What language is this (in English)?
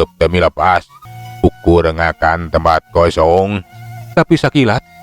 Sundanese